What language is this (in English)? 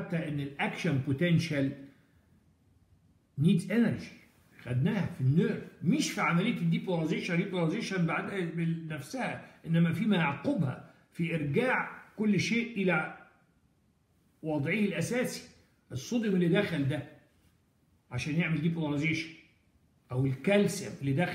Egyptian Arabic